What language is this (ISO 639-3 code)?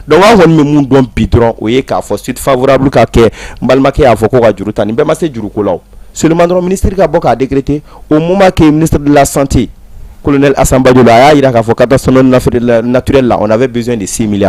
bam